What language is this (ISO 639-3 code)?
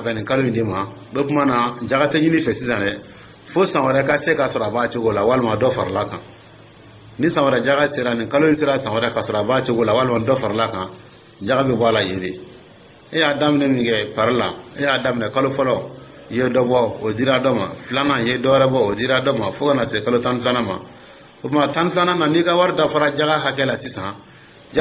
dyu